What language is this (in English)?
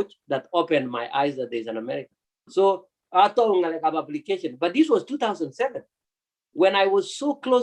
Kalenjin